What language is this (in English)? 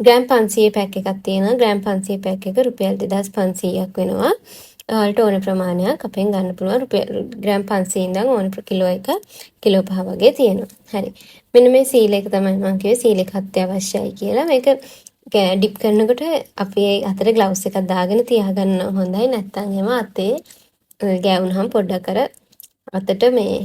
Sinhala